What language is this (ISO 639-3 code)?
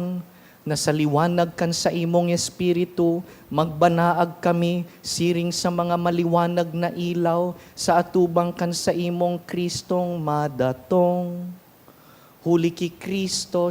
bik